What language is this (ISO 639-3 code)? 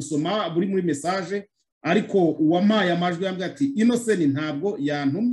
kin